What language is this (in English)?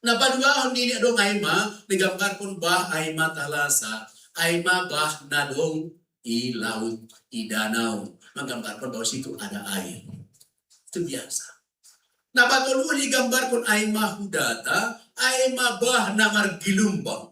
Batak Simalungun